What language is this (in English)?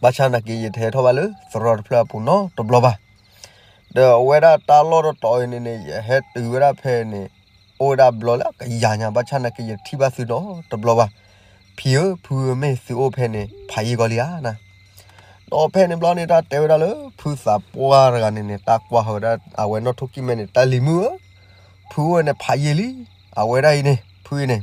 S'gaw Karen